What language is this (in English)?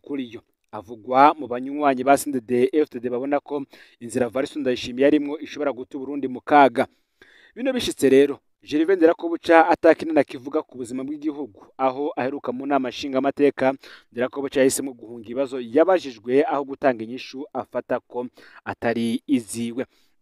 Rundi